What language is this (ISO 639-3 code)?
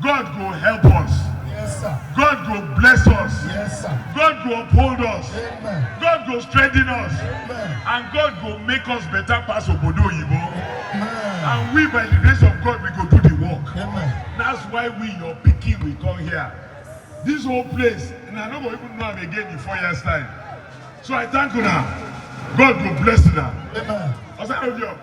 pcm